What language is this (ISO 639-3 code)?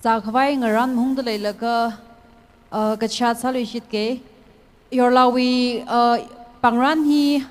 nmf